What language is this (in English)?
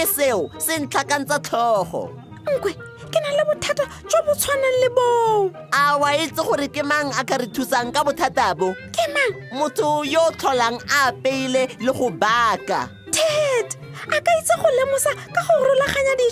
Tswana